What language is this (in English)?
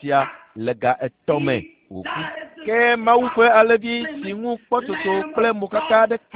Ewe